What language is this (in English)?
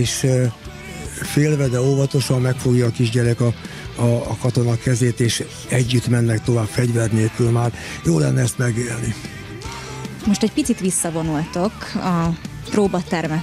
Hungarian